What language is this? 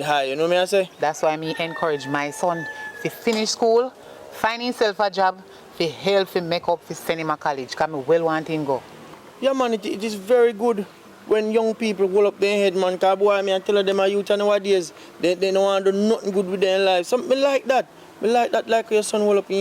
Jamaican Creole English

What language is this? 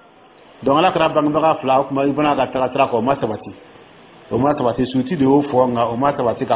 Dyula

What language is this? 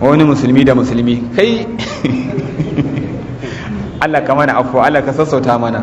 Hausa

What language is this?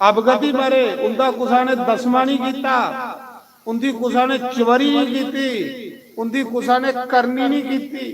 Dogri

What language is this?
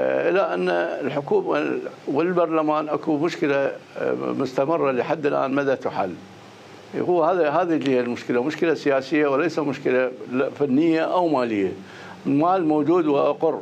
Mesopotamian Arabic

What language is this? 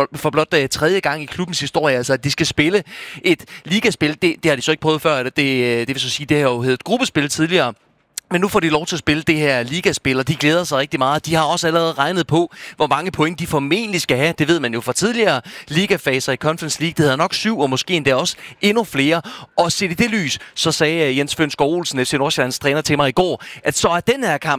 Danish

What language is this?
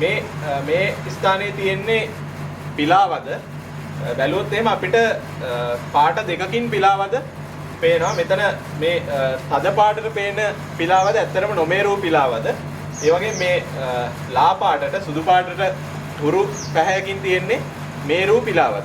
Sinhala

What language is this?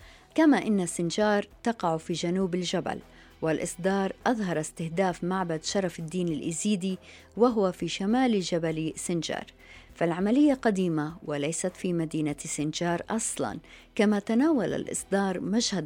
Arabic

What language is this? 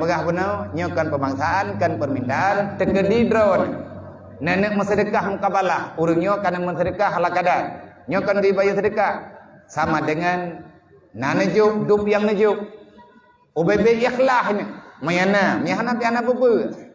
Achinese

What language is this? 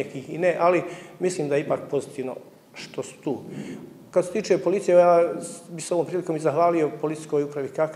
Bosnian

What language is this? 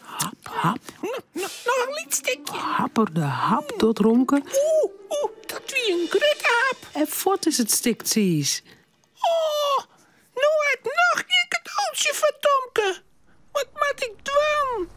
Western Frisian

